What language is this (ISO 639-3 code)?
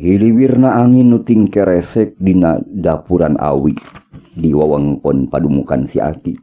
sun